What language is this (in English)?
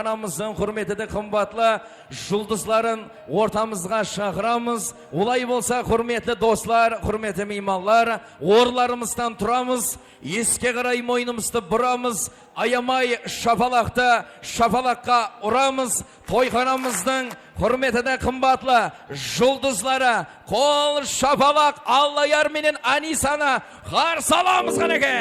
Kara-Kalpak